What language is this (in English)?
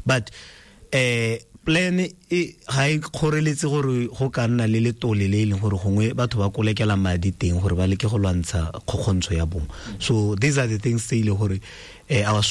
Tswana